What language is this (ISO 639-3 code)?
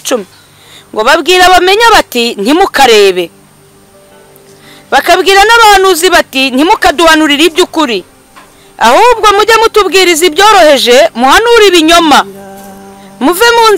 kin